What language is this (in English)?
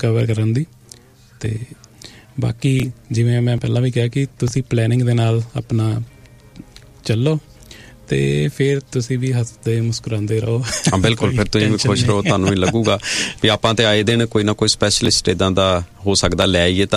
Punjabi